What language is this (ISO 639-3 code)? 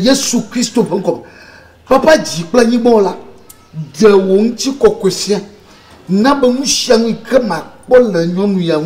ewe